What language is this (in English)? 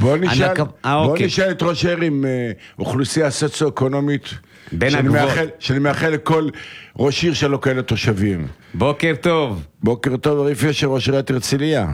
Hebrew